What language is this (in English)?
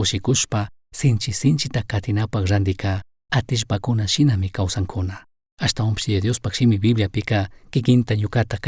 Chimborazo Highland Quichua